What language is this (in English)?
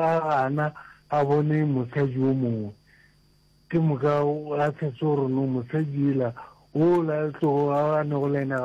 Northern Sotho